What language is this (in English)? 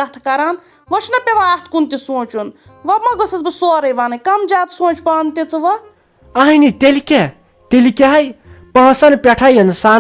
Kashmiri